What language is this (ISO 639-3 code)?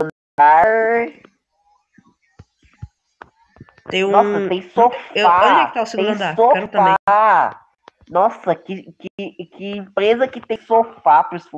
por